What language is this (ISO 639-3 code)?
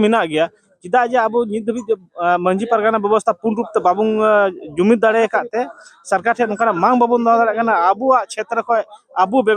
sat